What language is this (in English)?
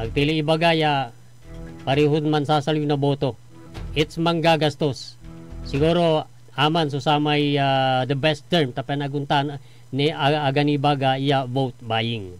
Pangasinan